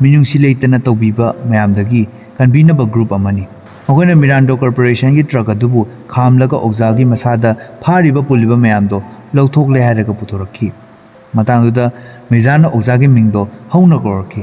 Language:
Manipuri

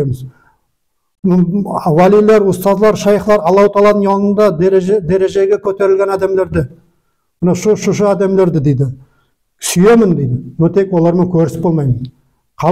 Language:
Nogai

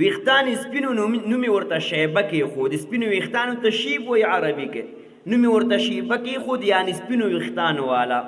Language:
Pashto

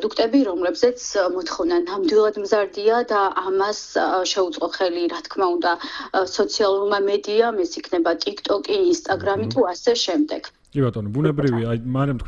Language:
Georgian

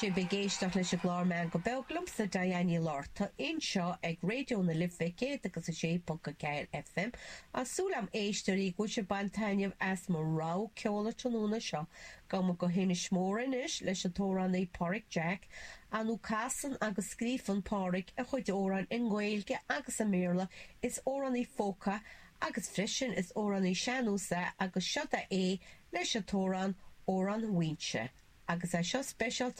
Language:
Irish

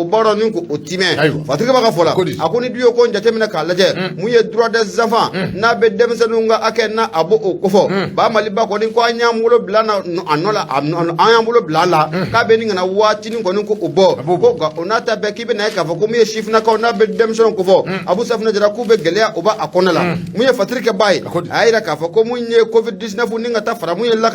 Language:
Bambara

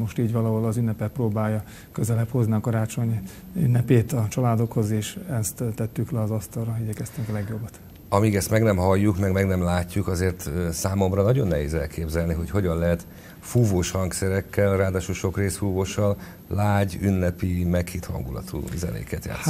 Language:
Hungarian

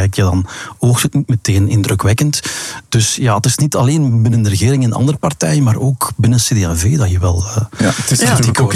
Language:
Dutch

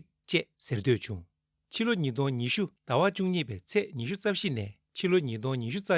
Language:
Tibetan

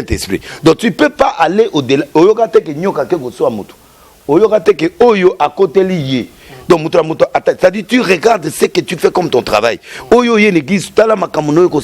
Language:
Lingala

